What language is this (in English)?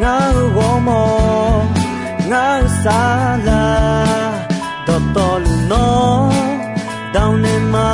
Akha